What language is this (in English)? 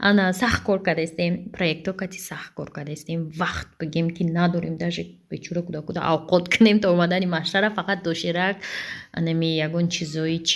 Tajik